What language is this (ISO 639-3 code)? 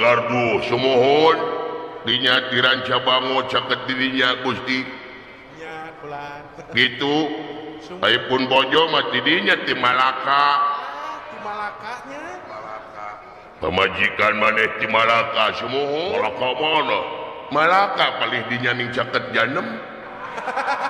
sun